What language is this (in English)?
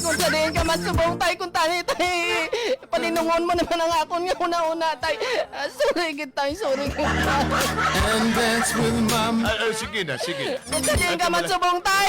Hiligaynon